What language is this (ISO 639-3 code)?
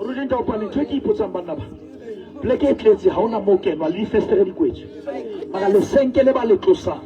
sot